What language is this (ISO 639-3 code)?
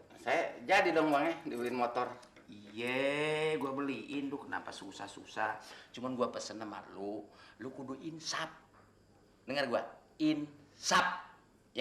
bew